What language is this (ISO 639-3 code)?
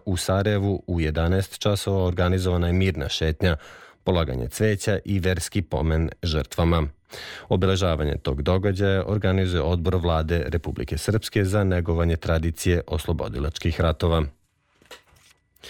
srp